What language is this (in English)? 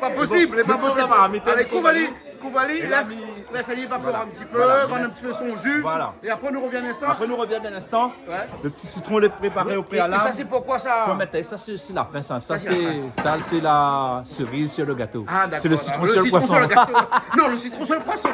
Réunion Creole French